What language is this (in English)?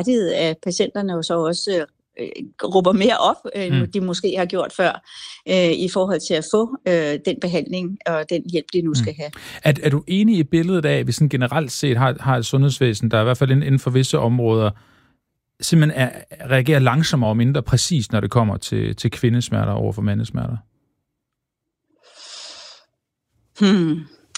Danish